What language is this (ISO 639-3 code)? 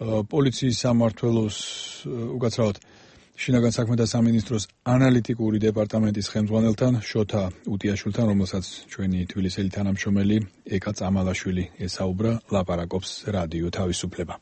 kat